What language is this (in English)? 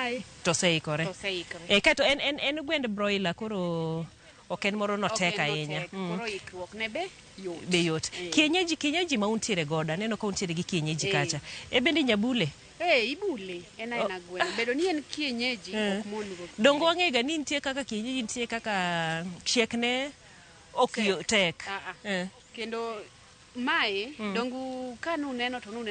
Luo (Kenya and Tanzania)